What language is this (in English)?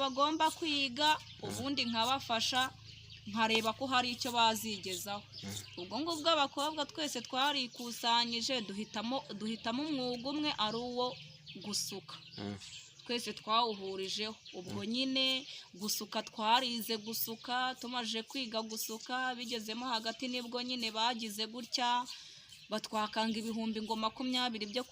Kinyarwanda